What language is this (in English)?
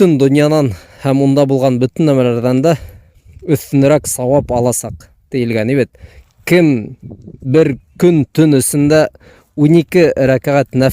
Bashkir